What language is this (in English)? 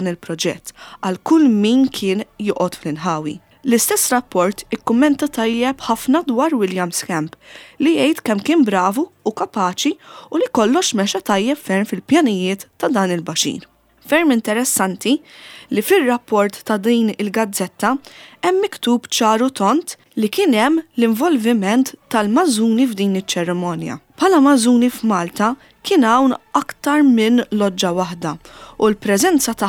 Maltese